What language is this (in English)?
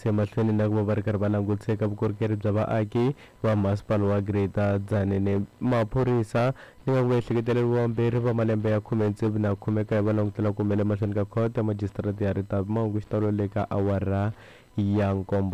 Tsonga